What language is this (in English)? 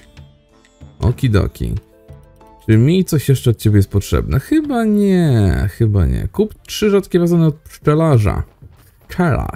Polish